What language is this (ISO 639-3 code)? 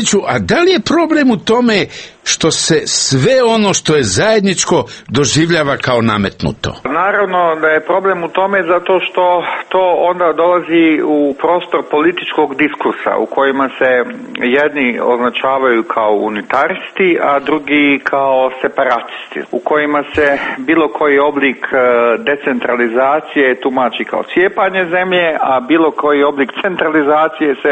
hrv